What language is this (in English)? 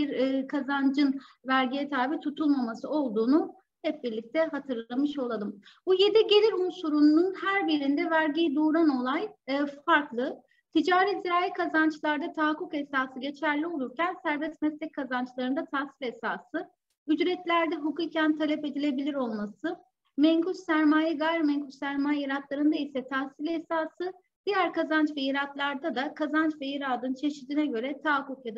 Turkish